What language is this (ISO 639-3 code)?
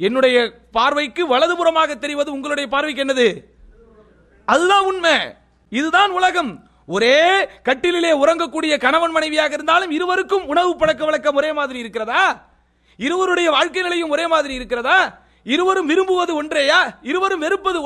tam